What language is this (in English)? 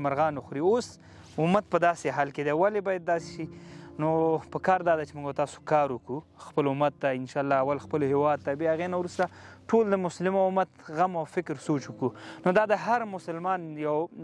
Pashto